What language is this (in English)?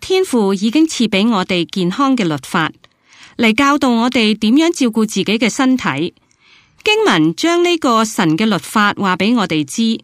Cantonese